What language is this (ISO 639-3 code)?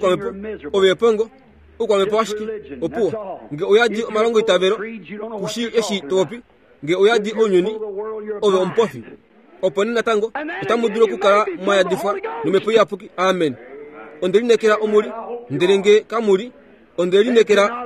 kua